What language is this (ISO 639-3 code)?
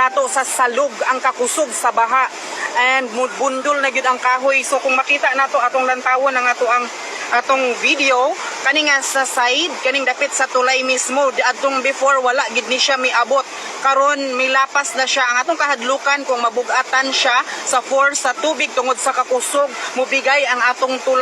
ceb